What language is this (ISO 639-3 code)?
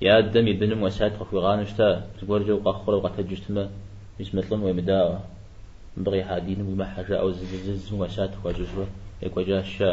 kbd